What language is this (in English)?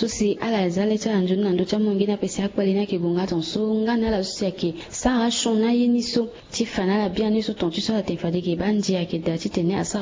Sango